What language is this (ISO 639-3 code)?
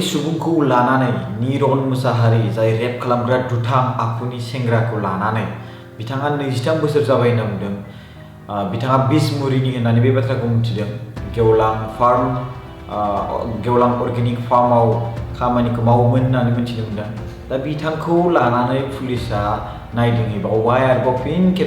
brx